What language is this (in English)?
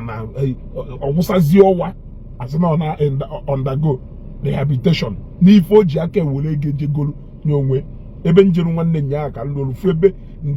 Igbo